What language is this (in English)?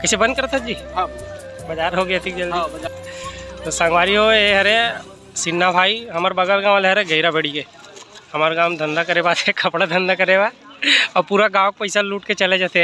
Chhattisgarhi